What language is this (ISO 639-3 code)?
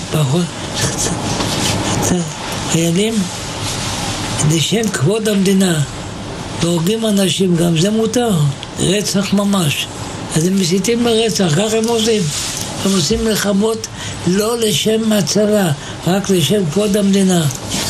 heb